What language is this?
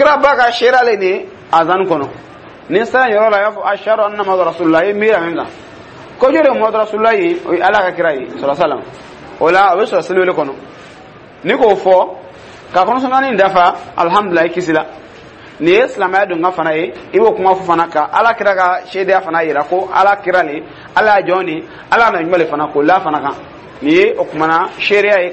Dyula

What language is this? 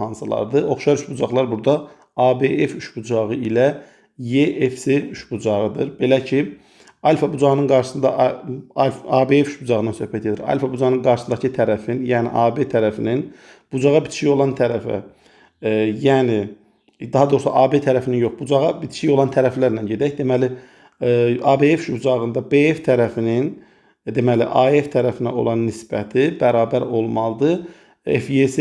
Azerbaijani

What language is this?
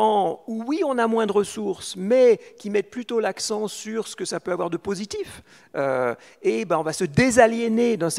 French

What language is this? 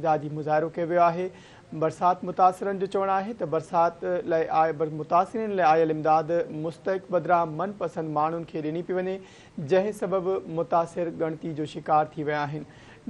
Sindhi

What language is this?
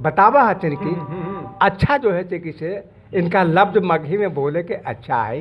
Magahi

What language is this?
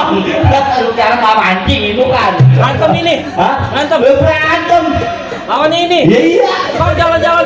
Betawi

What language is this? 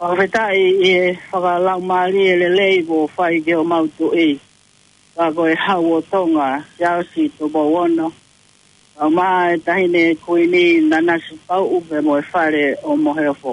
Tongan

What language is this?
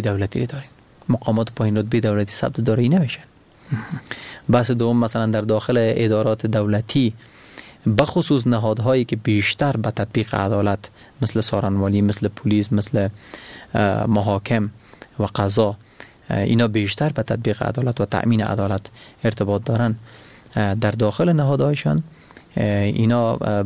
Persian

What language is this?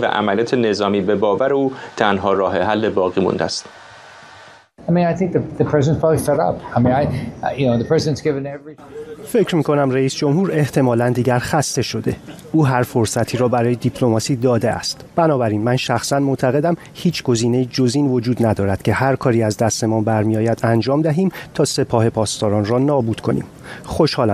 Persian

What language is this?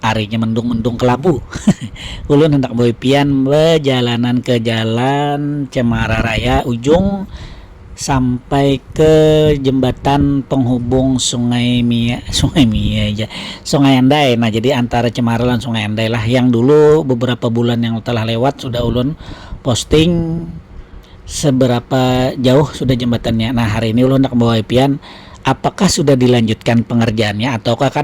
Banjar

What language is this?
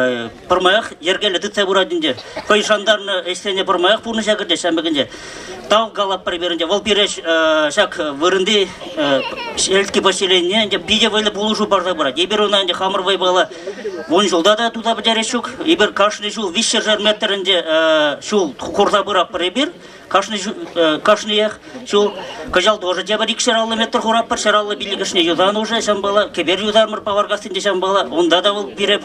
Chuvash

